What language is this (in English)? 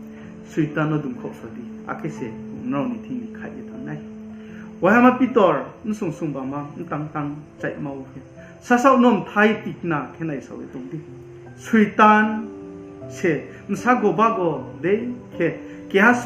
Riang (India)